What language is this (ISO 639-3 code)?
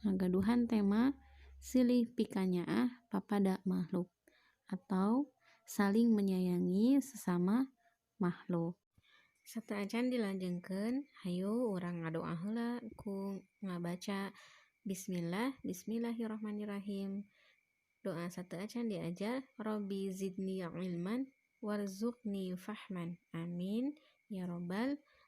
sun